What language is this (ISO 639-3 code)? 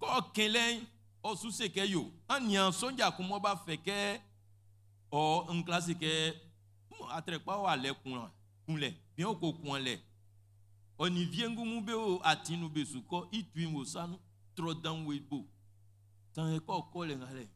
bci